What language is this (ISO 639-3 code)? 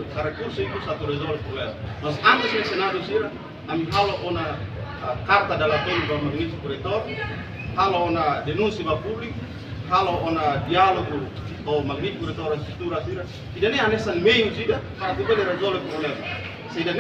tet